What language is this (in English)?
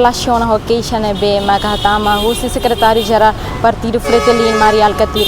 Tetum